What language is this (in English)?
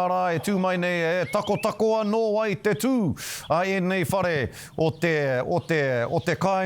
Māori